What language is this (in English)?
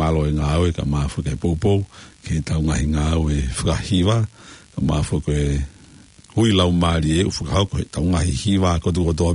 Tongan